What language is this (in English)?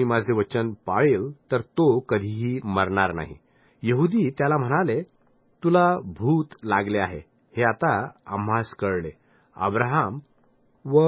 Marathi